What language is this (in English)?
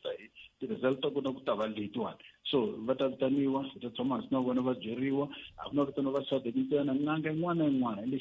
Tsonga